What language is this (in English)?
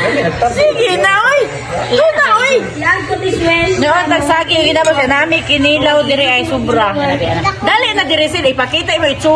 Cebuano